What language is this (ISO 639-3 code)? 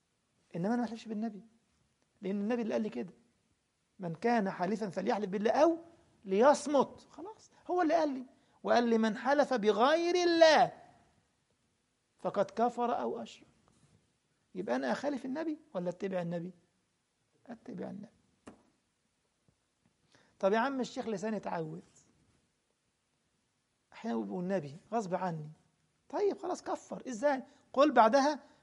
arz